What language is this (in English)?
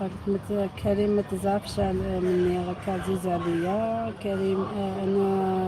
Algerian Arabic